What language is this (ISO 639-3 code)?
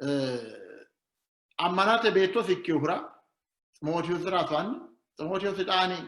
sid